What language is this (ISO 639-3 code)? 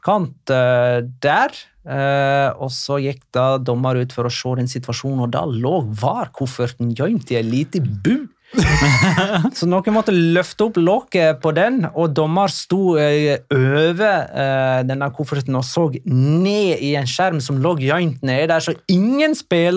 nor